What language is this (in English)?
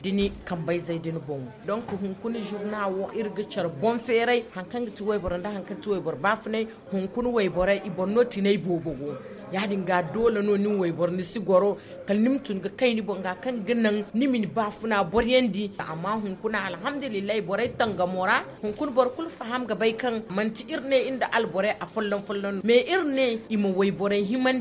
Zarma